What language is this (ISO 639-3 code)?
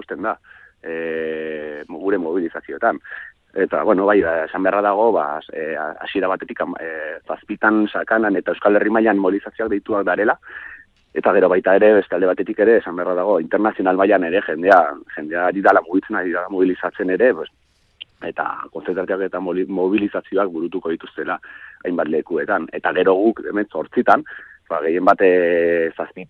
eus